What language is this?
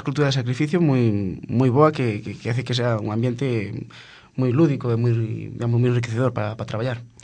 Galician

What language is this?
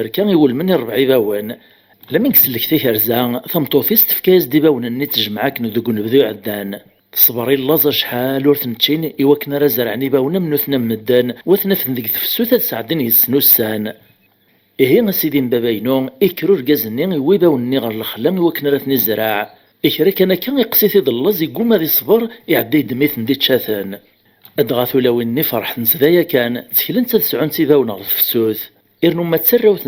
Kabyle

